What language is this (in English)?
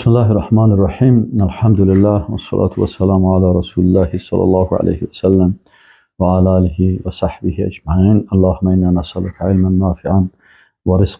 Persian